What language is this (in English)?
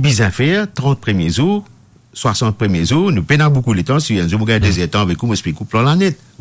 Morisyen